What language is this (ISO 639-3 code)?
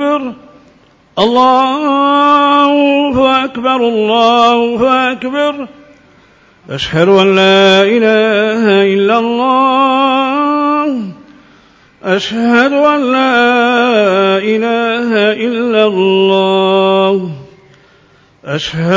urd